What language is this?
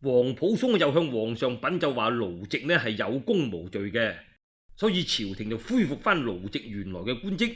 Cantonese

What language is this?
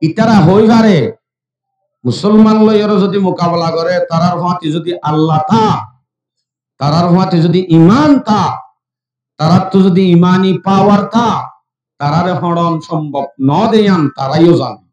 Rohingya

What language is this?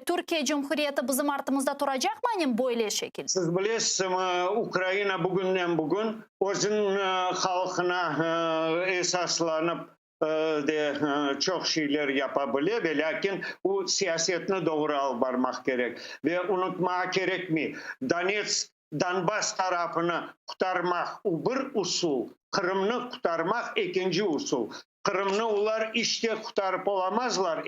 Crimean Tatar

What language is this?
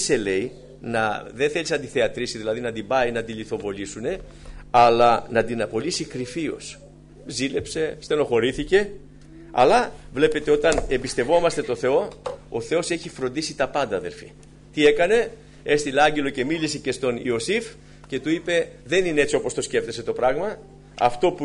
Greek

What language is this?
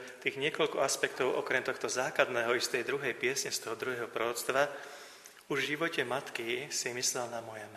Slovak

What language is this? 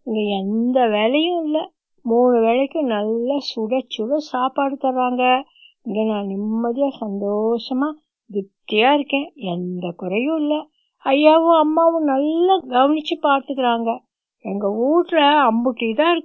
Tamil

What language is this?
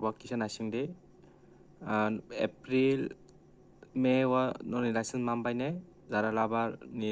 Kok Borok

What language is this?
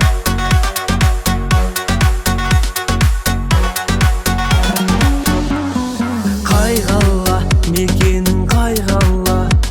Kazakh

